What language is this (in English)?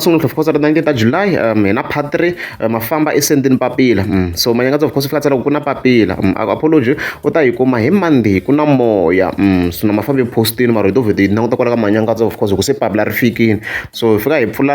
Tsonga